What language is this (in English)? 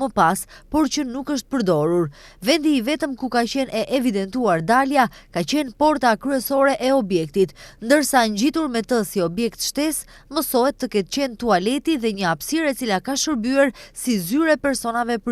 Albanian